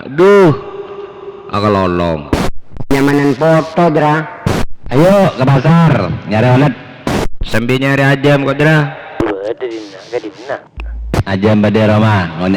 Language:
Madurese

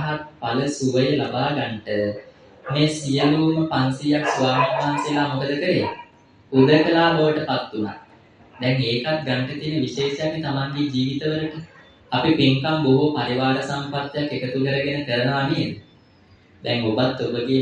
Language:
Sinhala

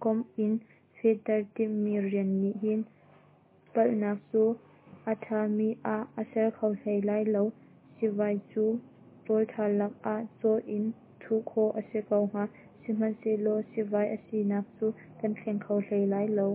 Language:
Hakha Chin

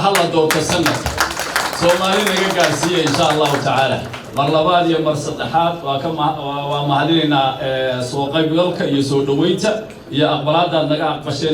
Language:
Somali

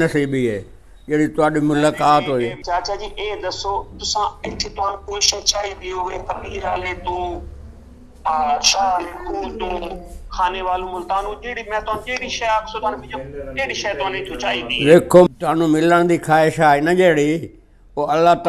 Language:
Saraiki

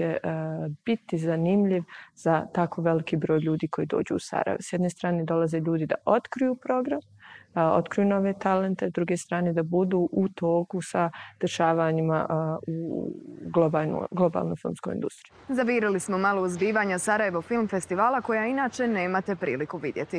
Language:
Bosnian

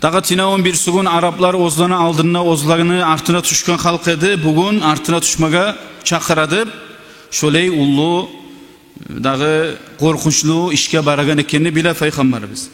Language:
Kumyk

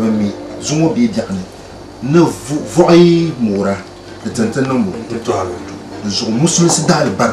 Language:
Dagbani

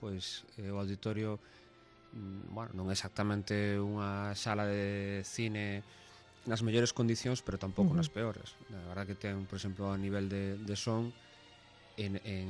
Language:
Galician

